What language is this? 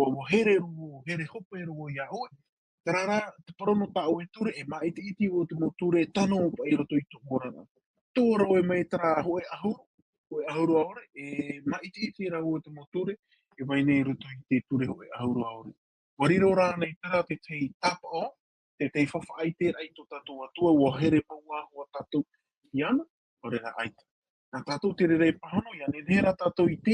Tahitian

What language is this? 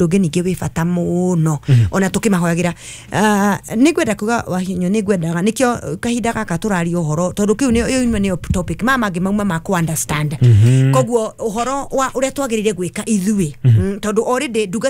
Kikuyu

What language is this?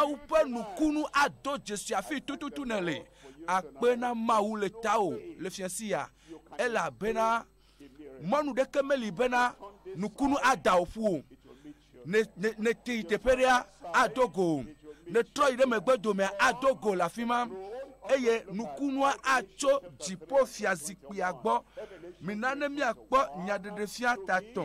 Ewe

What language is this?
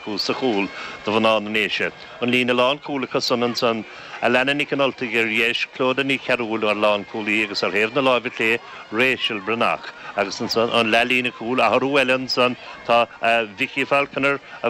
Irish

